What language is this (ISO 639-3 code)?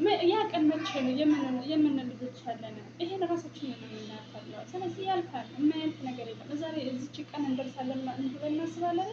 amh